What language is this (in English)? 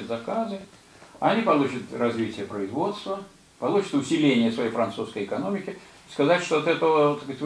Russian